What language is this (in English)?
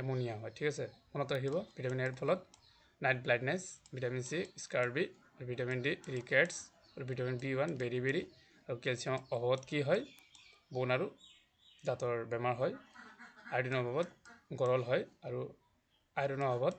Assamese